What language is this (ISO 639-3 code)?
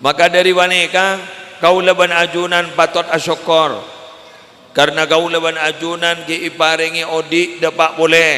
mad